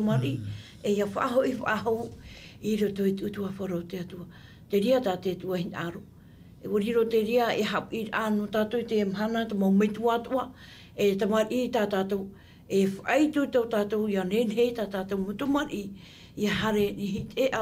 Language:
Tahitian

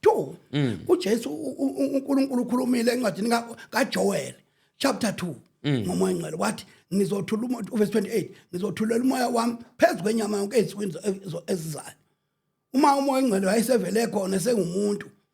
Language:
Zulu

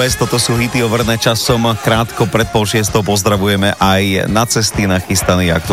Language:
Slovak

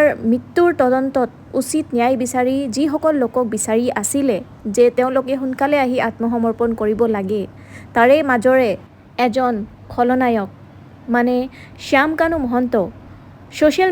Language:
Assamese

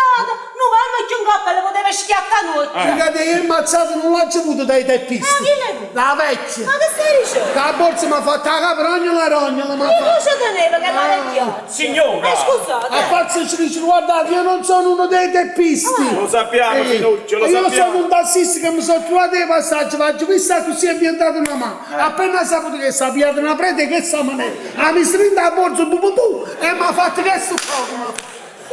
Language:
Neapolitan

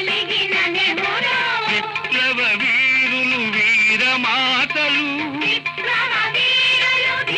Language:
Telugu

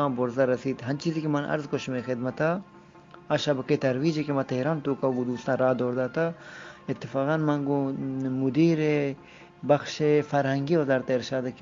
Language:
Eastern Balochi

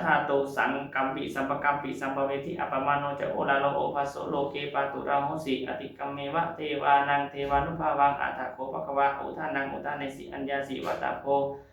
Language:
Pali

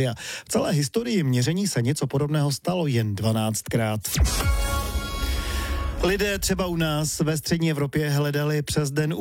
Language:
Czech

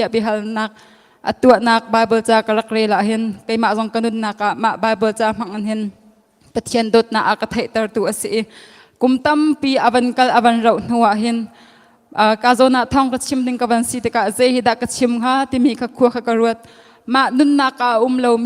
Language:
Hakha Chin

